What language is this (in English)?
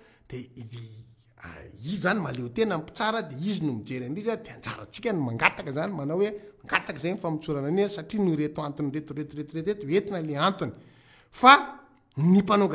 Malagasy